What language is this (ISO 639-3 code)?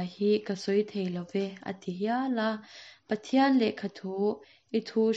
lus